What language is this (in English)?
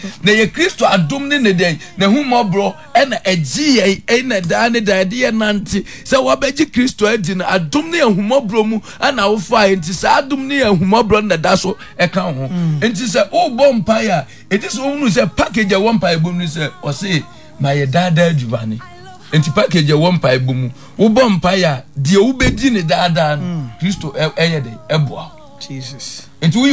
Akan